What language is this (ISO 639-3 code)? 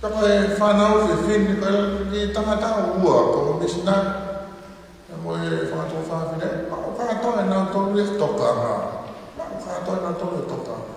ton